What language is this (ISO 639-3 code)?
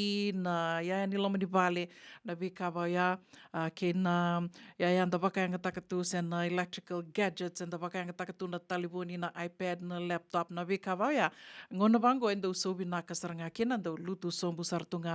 fij